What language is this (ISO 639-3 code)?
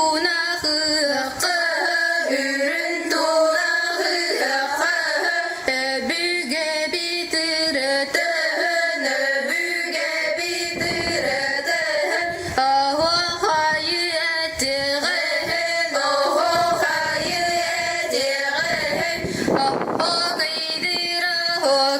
sah